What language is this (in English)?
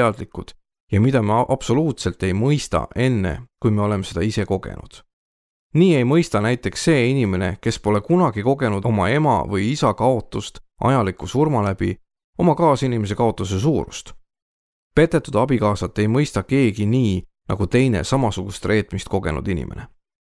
Estonian